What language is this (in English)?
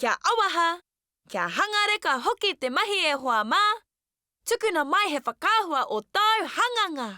Māori